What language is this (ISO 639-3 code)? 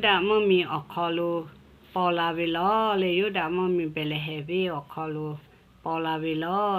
lhu